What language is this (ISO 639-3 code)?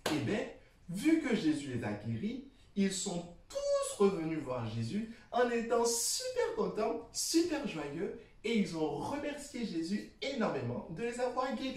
fra